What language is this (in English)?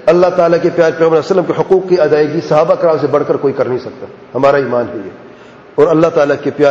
Urdu